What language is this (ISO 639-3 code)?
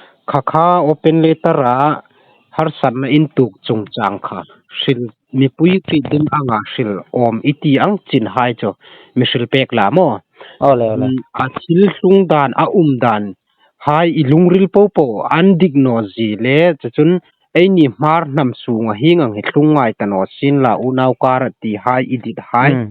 hmr